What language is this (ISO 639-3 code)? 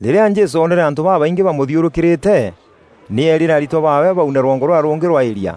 mer